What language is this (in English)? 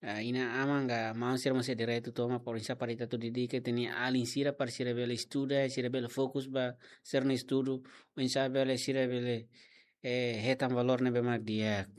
Tetum